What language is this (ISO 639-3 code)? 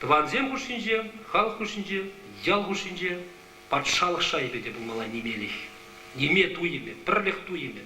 chv